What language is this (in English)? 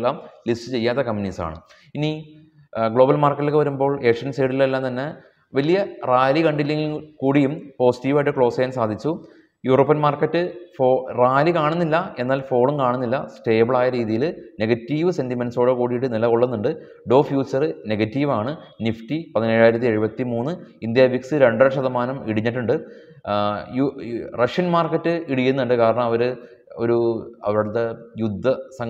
Malayalam